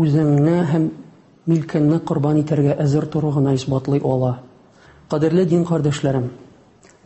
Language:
Tatar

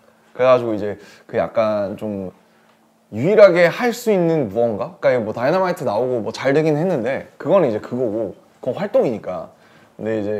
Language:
Korean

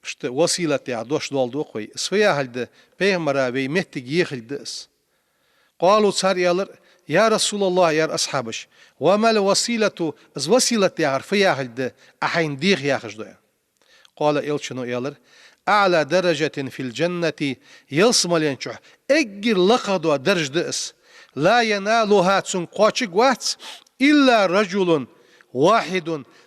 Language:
Ingush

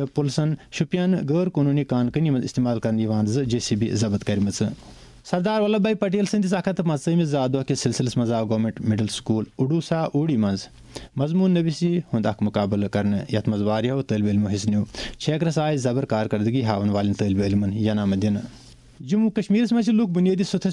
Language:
Kashmiri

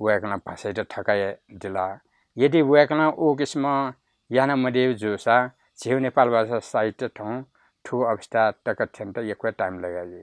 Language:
Newari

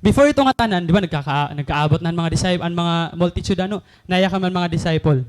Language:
Waray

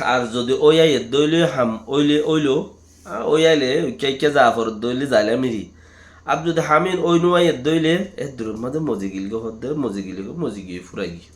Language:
Rohingya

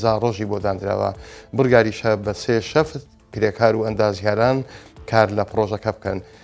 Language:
Central Kurdish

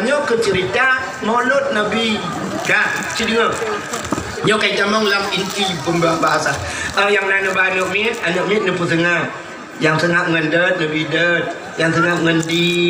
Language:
Achinese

